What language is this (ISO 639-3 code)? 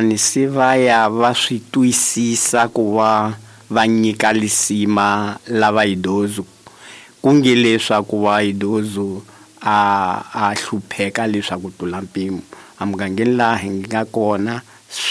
tso